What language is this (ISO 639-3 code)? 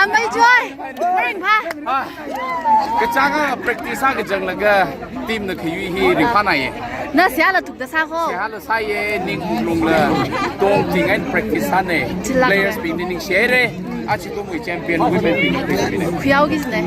nmf